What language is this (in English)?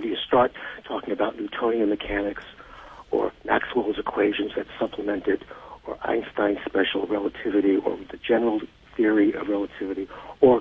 English